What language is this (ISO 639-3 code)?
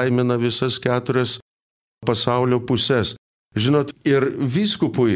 lit